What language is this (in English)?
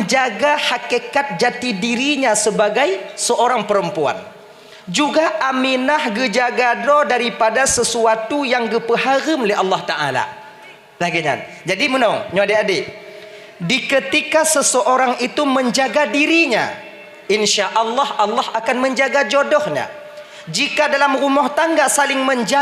Achinese